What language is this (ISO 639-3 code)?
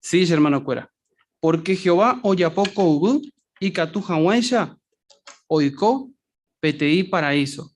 grn